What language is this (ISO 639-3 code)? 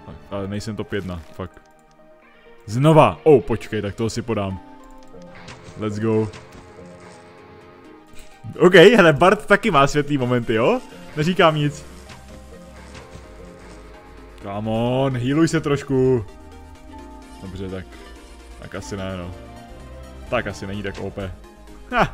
ces